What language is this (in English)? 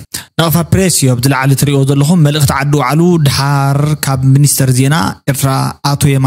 Tigrinya